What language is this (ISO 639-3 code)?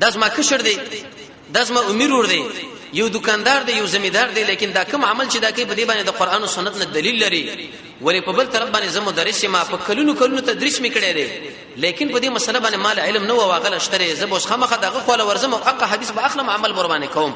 pus